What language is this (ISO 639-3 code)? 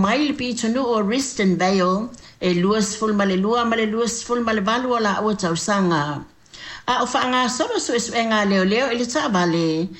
smo